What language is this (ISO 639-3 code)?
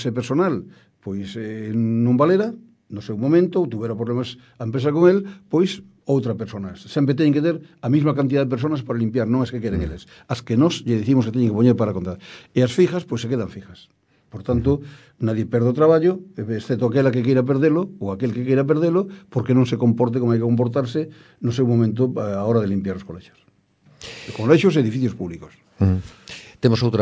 glg